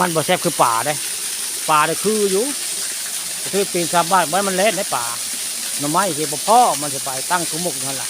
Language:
Northeastern Thai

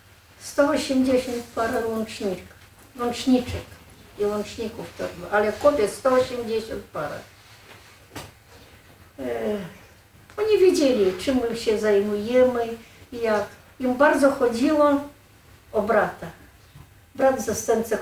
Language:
Polish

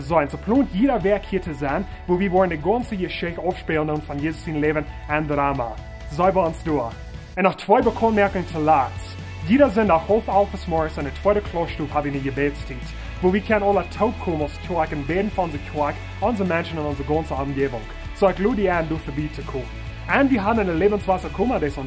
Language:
Plautdietsch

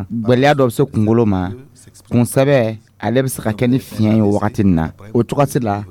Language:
Dyula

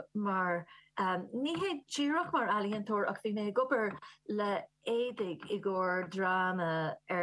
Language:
Irish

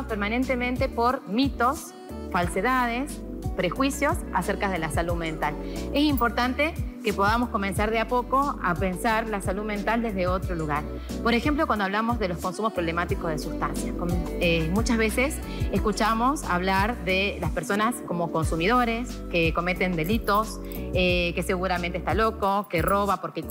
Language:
Spanish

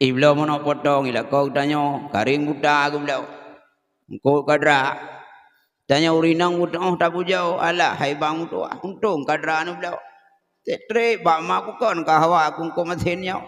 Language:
Achinese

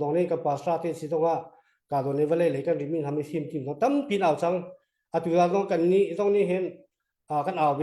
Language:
Hakha Chin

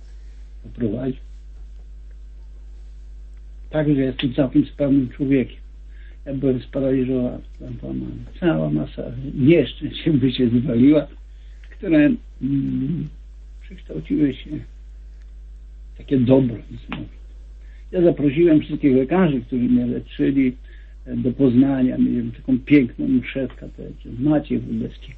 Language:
Polish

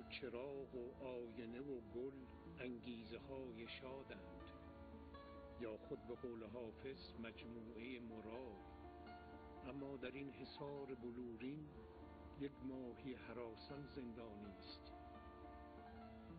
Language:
Persian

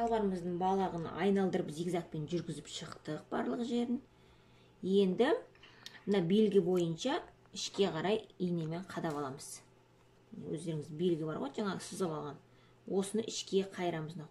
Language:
Kazakh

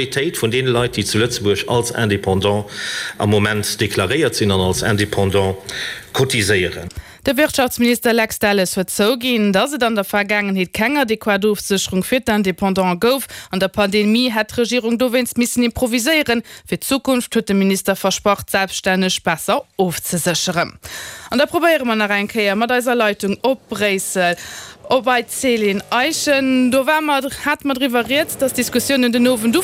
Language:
Luxembourgish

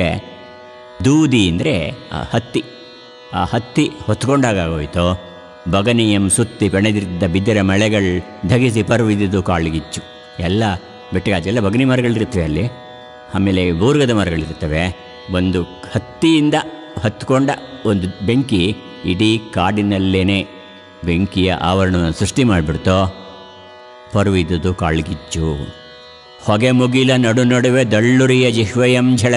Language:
Kannada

